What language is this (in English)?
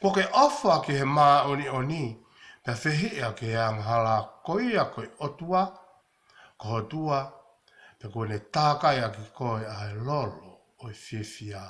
Tongan